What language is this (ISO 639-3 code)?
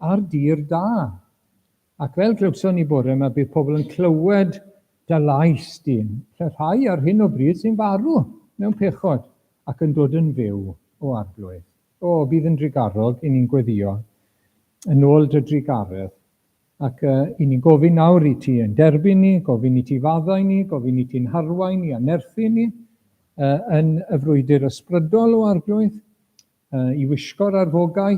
cym